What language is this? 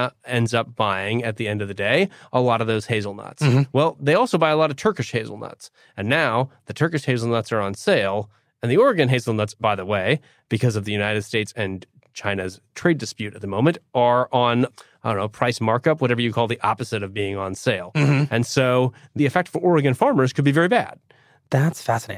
English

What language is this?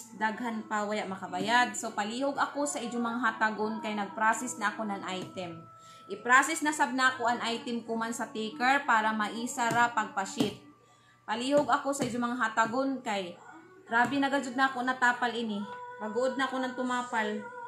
Surigaonon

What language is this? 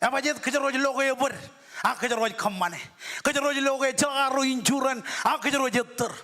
Marshallese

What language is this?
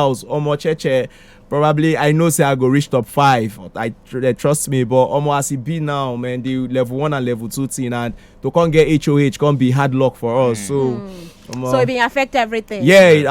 Nigerian Pidgin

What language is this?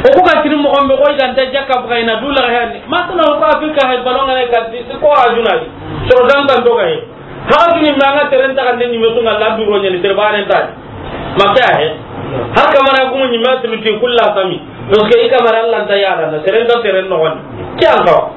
Soninke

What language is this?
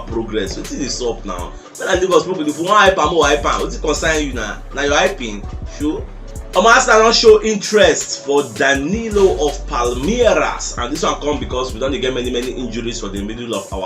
Nigerian Pidgin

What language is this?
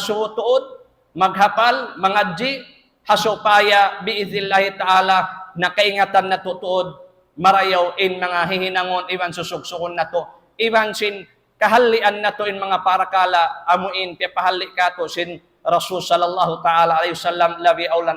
Tausug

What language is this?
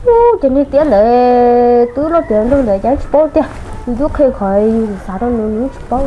Hmong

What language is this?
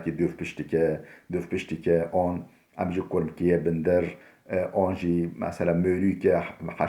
Kurdish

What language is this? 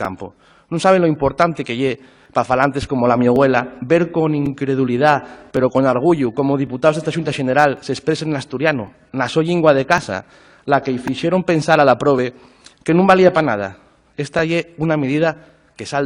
Asturian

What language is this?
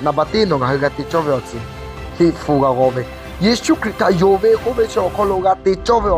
Lahu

